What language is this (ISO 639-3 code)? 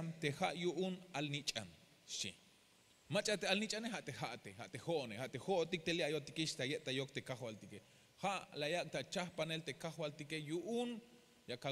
tzh